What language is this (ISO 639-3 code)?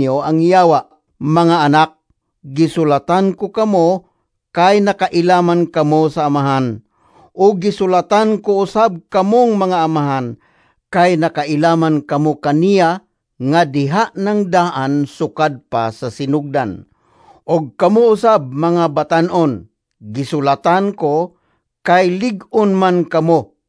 ceb